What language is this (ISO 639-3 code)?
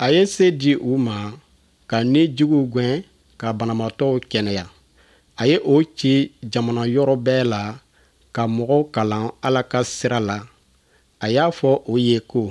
bam